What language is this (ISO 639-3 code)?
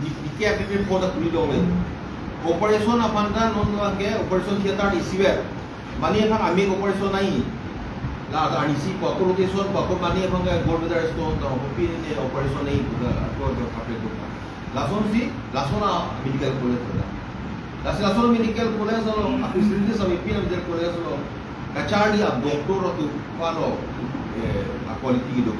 mjw